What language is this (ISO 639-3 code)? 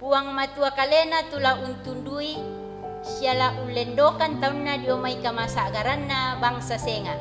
sda